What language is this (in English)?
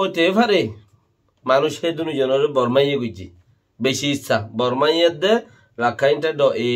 Rohingya